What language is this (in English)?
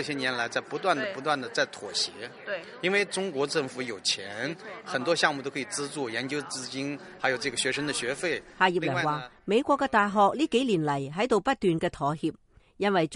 Cantonese